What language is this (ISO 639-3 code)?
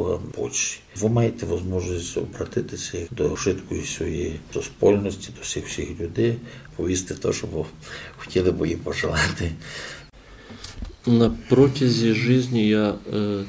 ukr